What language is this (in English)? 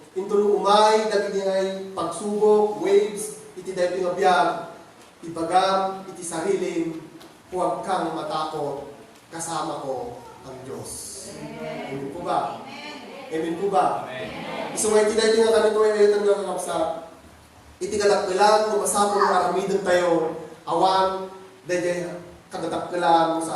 Iloko